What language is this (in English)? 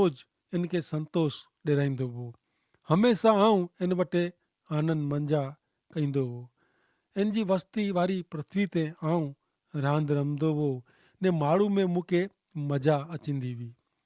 Kachhi